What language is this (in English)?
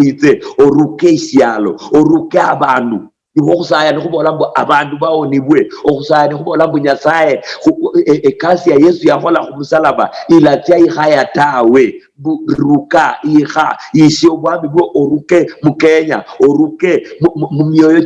Luyia